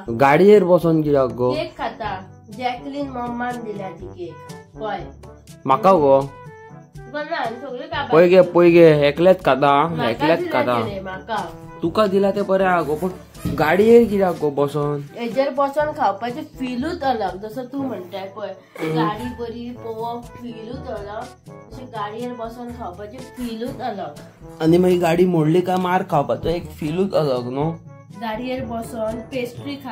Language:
Konkani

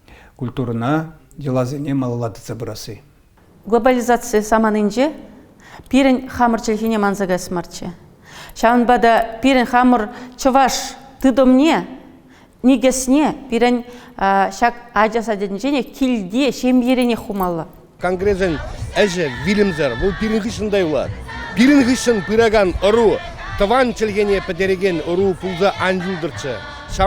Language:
Chuvash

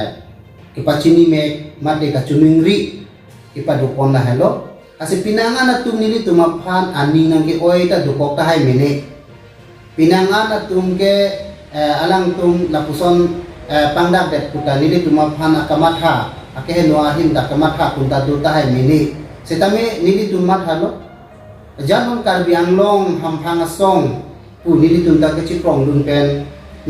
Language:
Karbi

